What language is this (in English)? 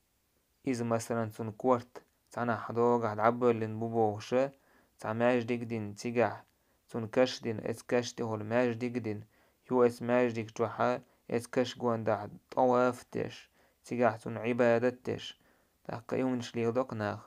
Chechen